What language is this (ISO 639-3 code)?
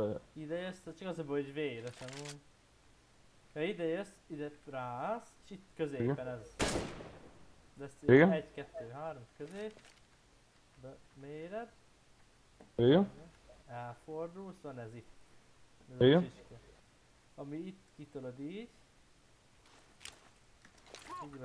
hun